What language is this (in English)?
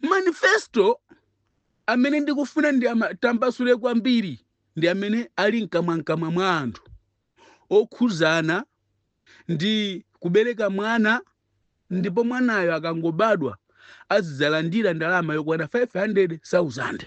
Nyanja